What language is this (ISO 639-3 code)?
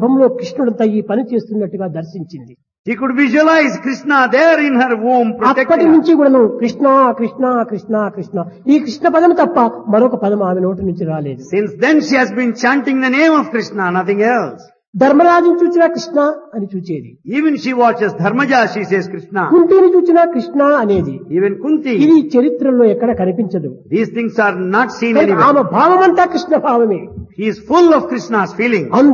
tel